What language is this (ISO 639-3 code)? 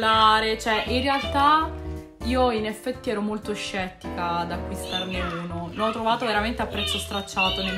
ita